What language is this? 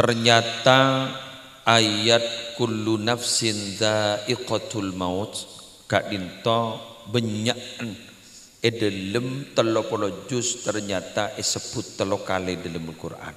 Madurese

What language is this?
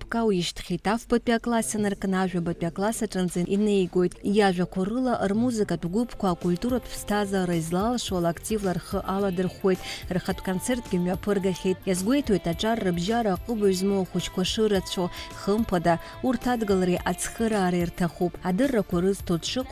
Abkhazian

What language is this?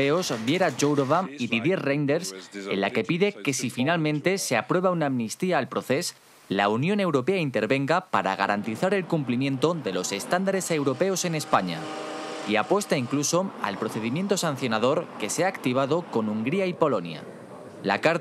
Spanish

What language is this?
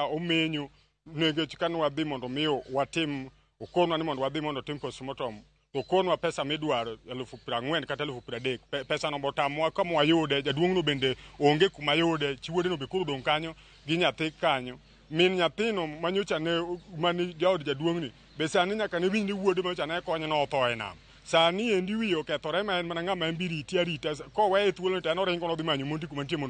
Luo (Kenya and Tanzania)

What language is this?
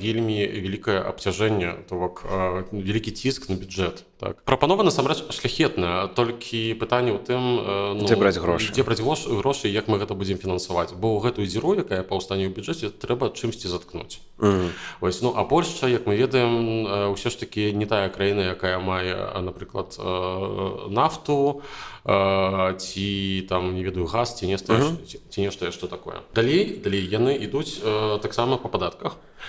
Belarusian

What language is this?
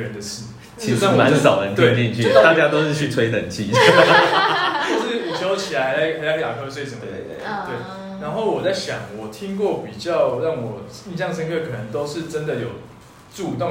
Chinese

